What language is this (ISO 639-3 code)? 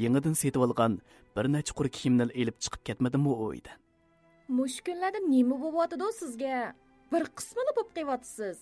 uig